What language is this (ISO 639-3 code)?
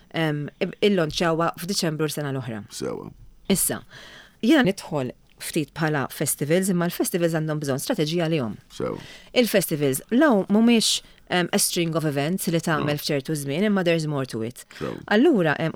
mlt